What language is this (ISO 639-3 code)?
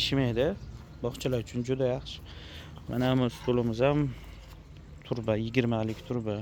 uzb